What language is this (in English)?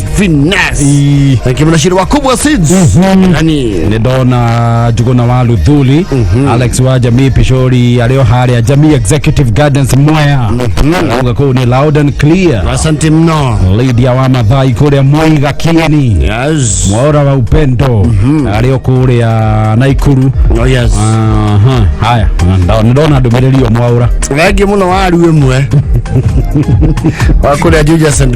Kikuyu